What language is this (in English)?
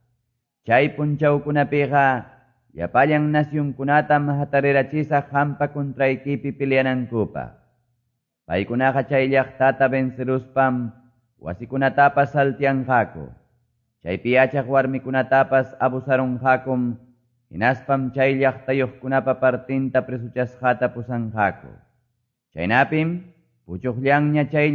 Quechua